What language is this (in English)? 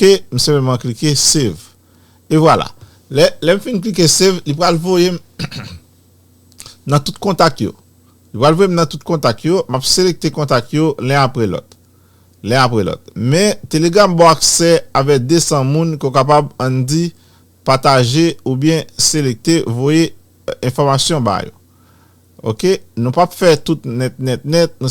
Haitian Creole